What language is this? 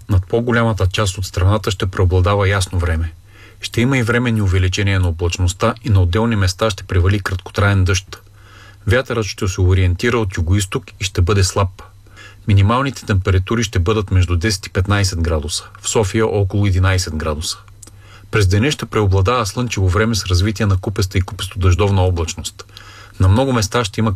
Bulgarian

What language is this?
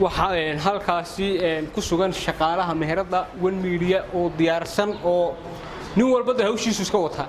Somali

